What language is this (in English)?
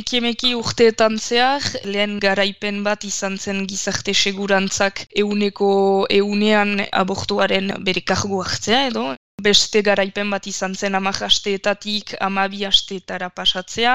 Basque